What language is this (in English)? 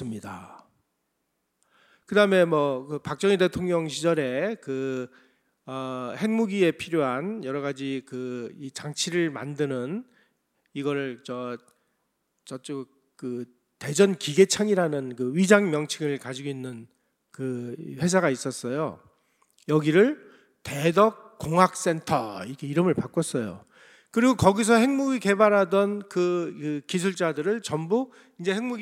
Korean